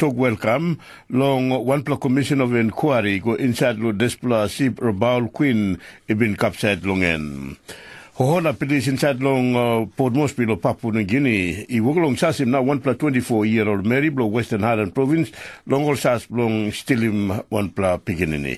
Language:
Tok Pisin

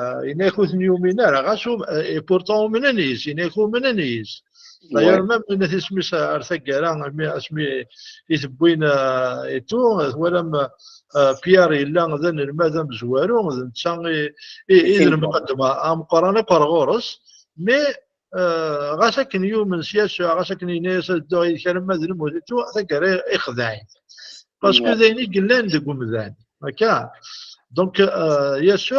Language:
Kabyle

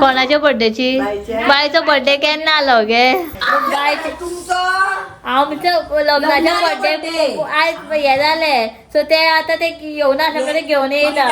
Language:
Konkani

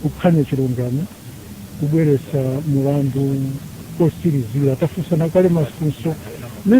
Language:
Nyanja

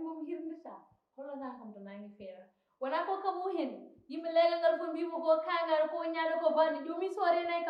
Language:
Fula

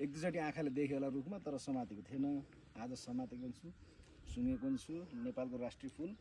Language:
Nepali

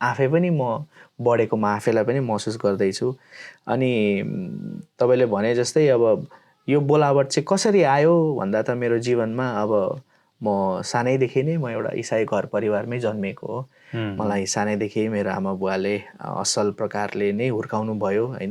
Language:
Nepali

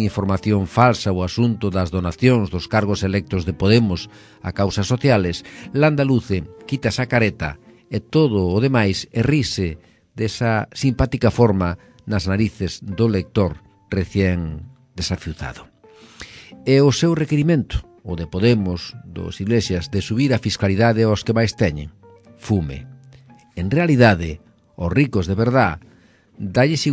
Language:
Galician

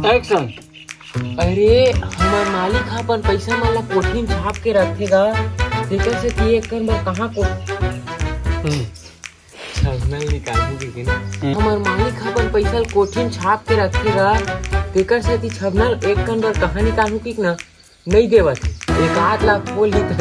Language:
Chhattisgarhi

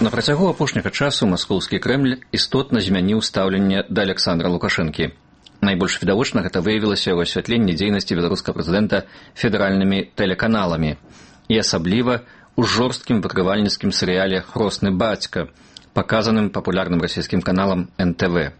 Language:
Belarusian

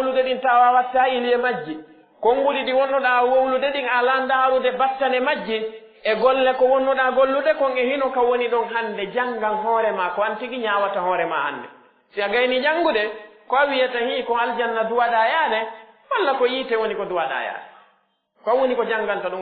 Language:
Pular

